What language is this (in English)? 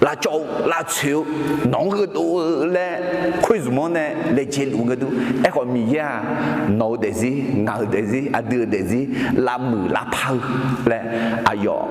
Akha